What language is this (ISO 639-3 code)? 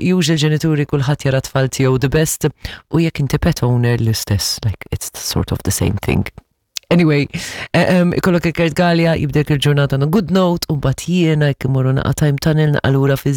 mlt